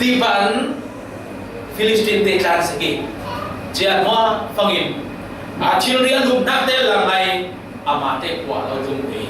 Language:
Falam Chin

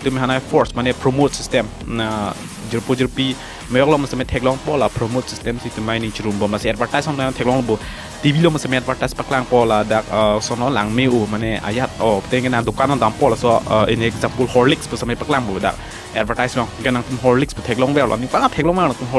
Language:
Karbi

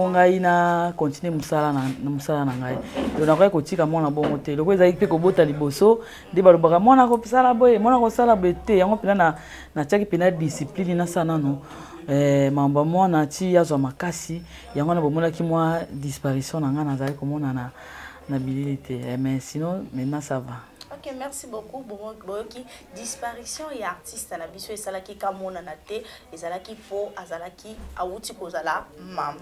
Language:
Lingala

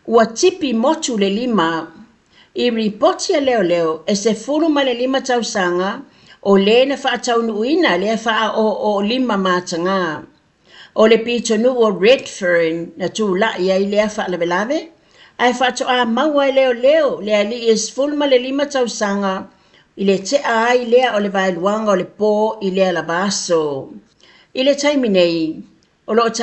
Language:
Samoan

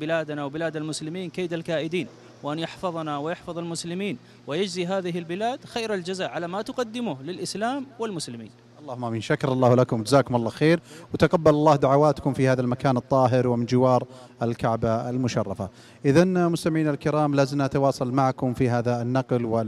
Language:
Najdi Arabic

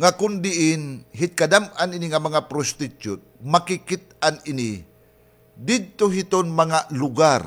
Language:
Waray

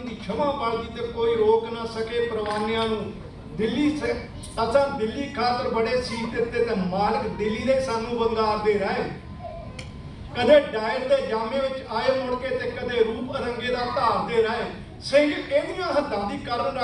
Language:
Punjabi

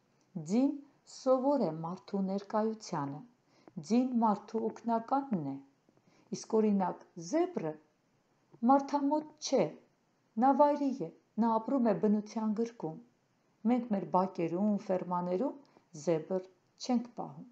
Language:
Armenian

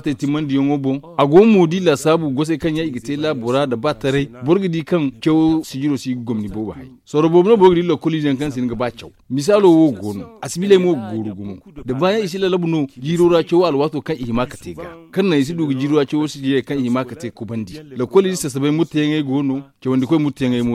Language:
Zarma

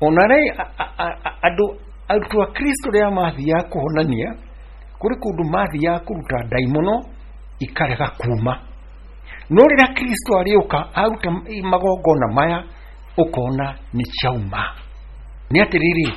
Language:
Kikuyu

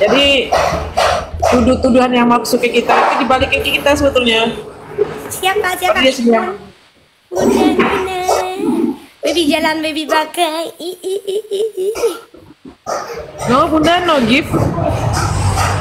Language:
Indonesian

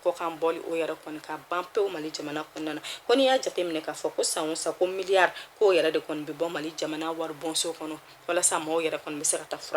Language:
Bambara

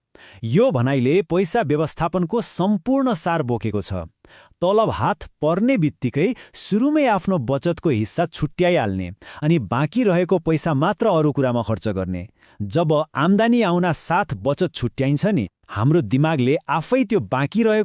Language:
Nepali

